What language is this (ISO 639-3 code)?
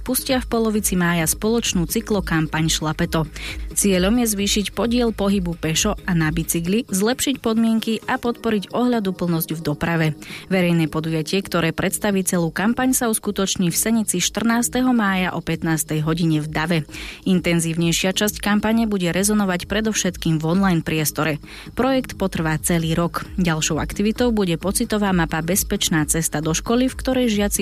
slk